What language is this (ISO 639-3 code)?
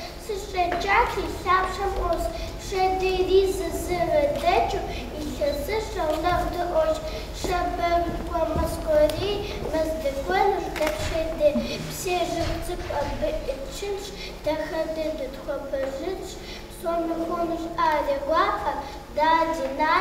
kbd